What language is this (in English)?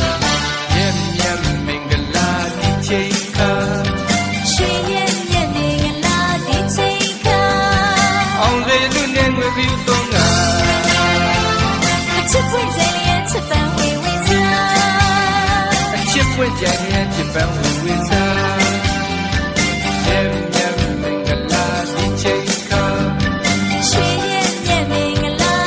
Burmese